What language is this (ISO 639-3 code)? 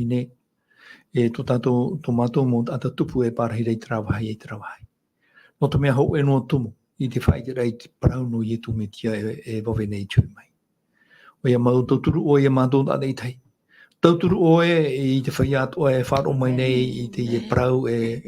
tah